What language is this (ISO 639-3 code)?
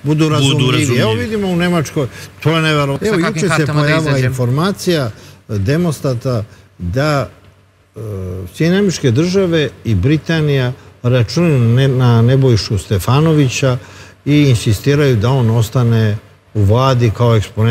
srp